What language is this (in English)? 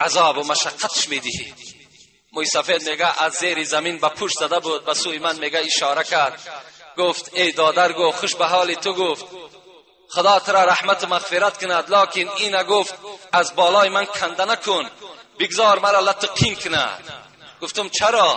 Tajik